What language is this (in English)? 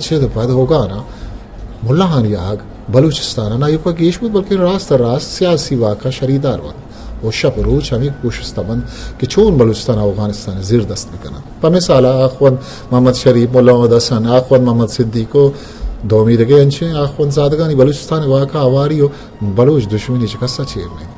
Eastern Balochi